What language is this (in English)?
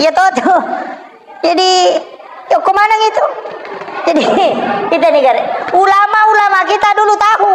Buginese